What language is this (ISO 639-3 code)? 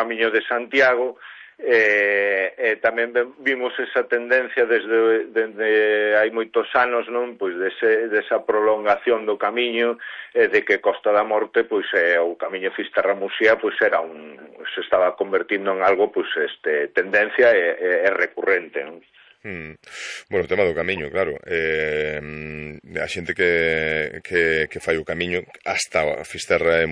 glg